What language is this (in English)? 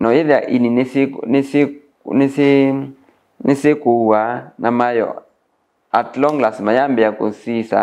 Kamba